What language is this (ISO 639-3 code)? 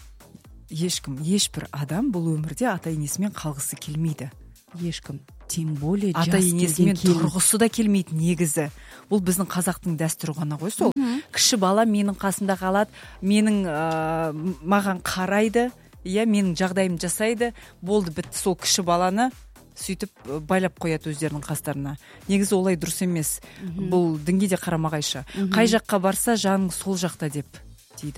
kaz